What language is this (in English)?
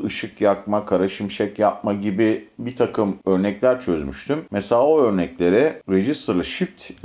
Turkish